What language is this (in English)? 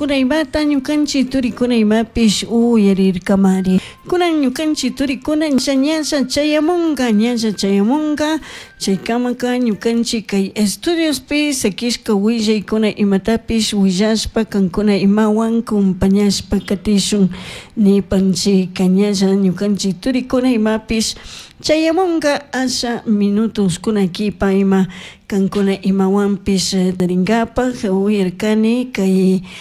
Chimborazo Highland Quichua